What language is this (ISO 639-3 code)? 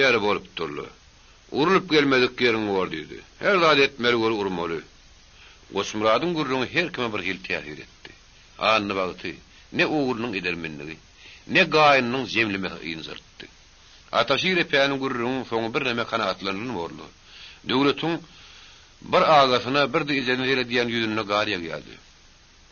tuk